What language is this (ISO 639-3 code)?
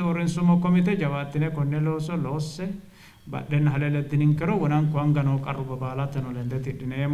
sid